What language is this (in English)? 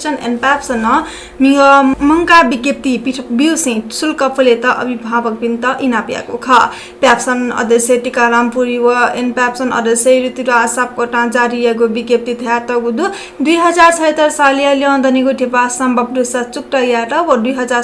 Newari